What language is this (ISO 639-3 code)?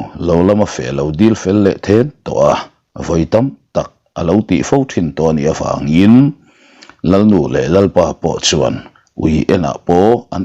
lus